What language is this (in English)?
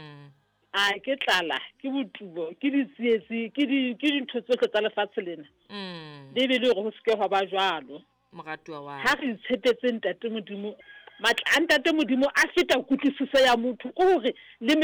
Southern Sotho